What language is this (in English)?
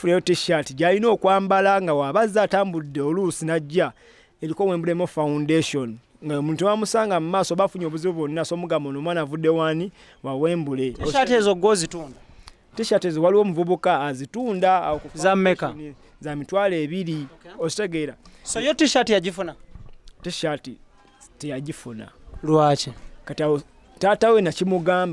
Ganda